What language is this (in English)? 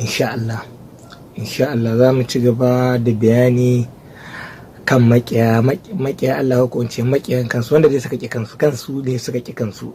Hausa